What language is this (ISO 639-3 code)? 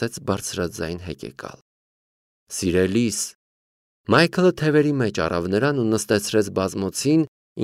hye